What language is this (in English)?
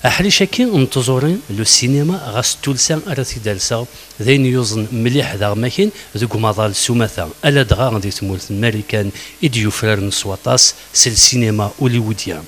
Kabyle